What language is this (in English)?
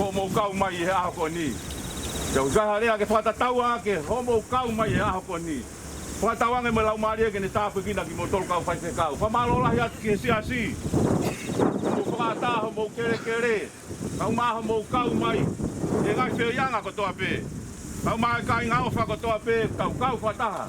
Tongan